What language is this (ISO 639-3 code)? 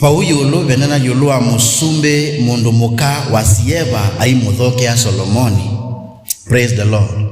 kam